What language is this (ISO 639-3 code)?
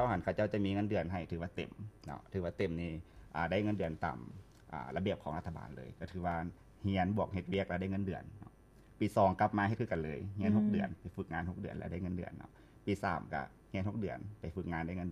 lao